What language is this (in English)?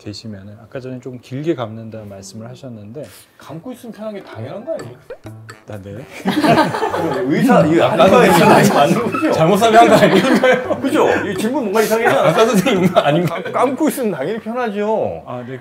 Korean